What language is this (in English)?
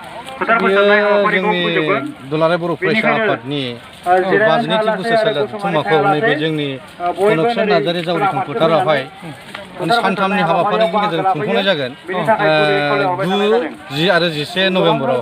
Bodo